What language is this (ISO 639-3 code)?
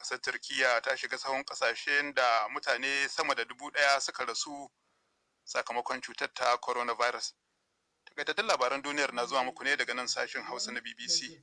hau